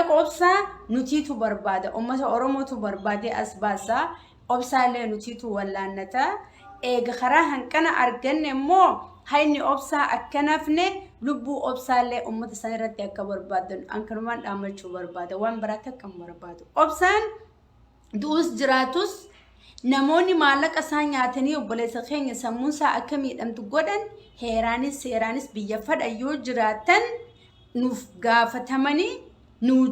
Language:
Oromo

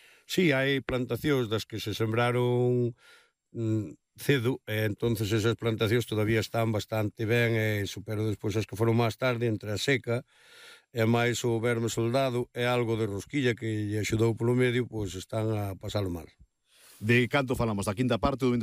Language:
Galician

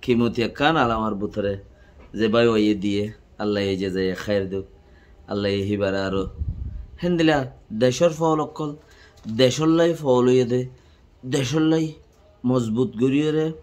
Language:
Rohingya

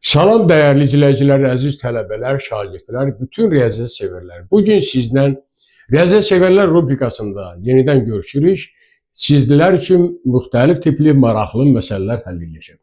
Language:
Azerbaijani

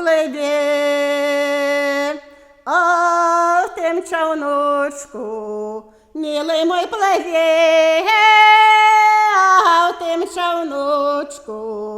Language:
Belarusian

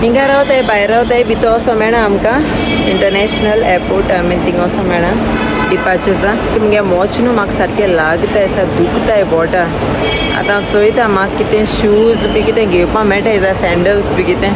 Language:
Konkani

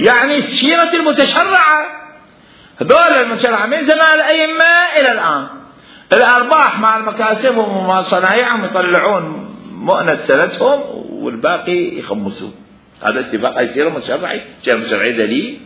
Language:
Mesopotamian Arabic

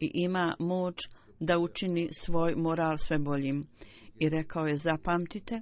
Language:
Bosnian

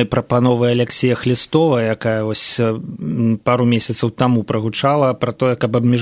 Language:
Belarusian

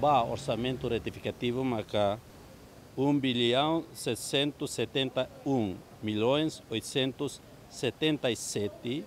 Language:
Tetum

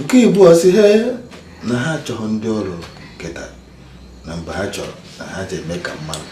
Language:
Igbo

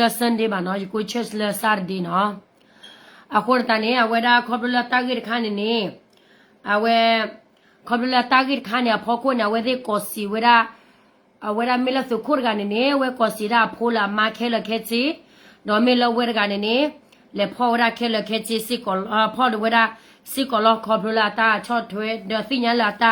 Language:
S'gaw Karen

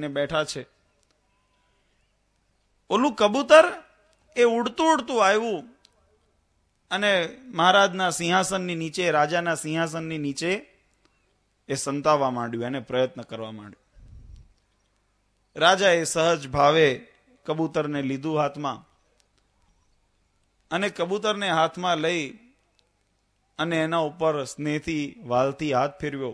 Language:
Gujarati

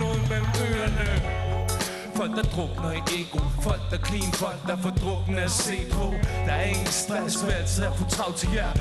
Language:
Danish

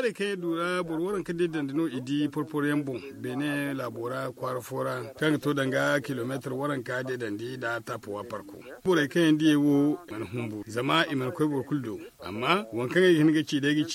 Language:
Zarma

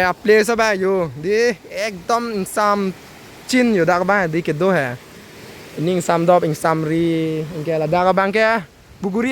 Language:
Karbi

